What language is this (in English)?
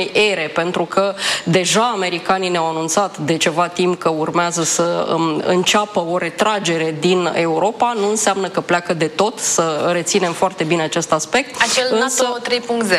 Romanian